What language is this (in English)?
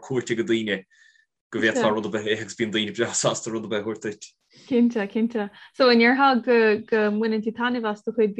Irish